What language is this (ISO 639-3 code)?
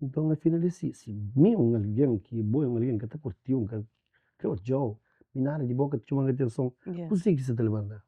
kea